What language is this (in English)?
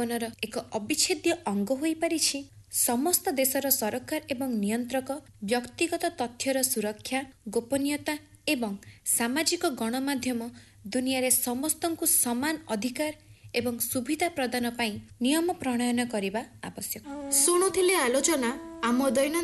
Odia